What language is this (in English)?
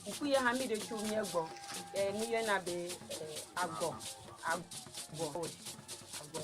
Ewe